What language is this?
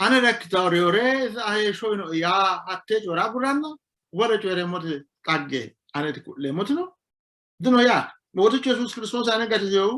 Sidamo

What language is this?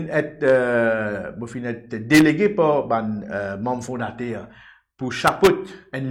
Morisyen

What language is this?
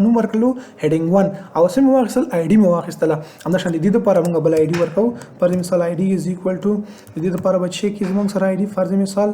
Pashto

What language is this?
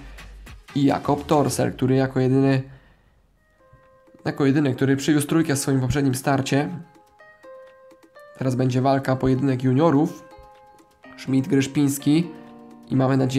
Polish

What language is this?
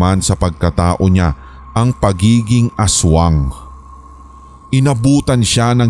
Filipino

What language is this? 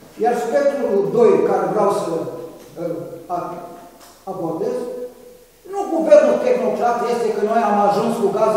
Romanian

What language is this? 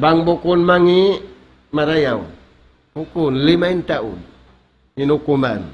Tausug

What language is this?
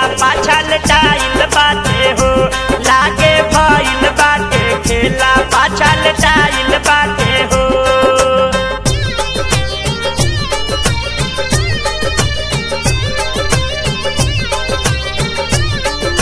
Bhojpuri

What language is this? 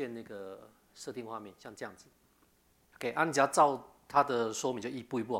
Chinese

